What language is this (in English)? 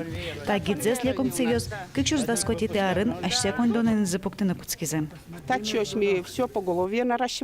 Udmurt